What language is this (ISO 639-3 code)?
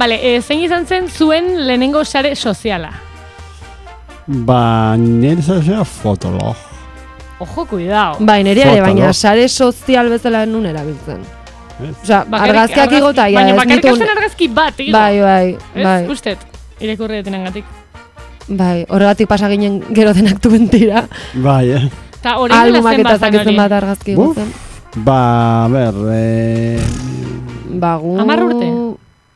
eus